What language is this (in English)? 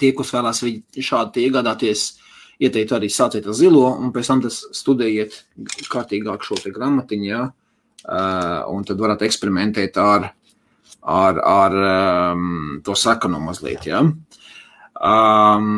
Latvian